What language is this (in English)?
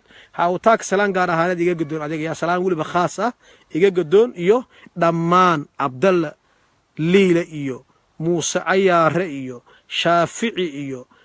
Somali